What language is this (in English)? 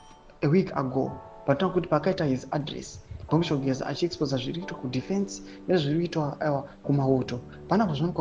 Shona